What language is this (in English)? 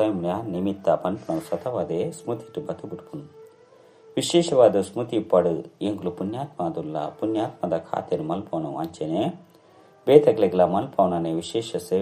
Tulu